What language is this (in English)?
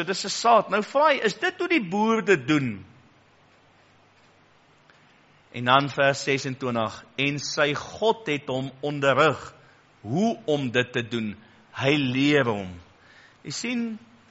Afrikaans